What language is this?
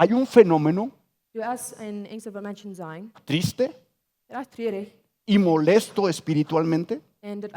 Plautdietsch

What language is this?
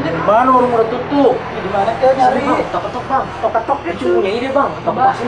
Betawi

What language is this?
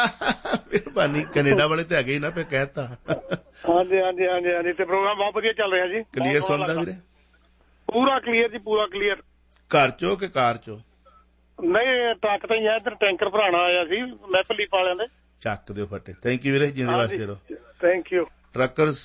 Punjabi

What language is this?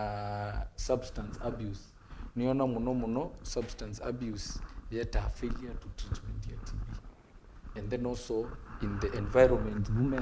Kamba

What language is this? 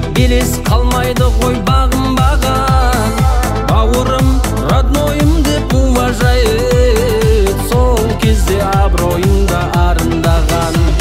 Kazakh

